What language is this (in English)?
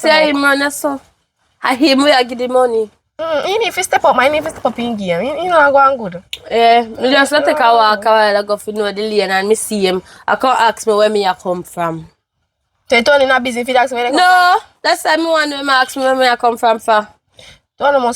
Jamaican Creole English